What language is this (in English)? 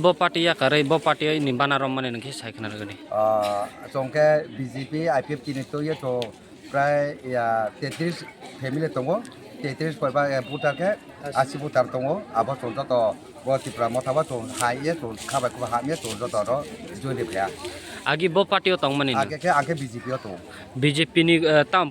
Kok Borok